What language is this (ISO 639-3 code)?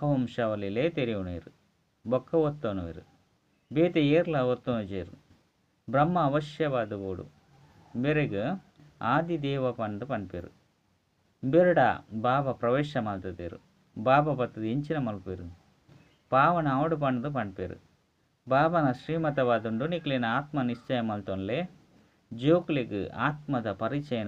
tcy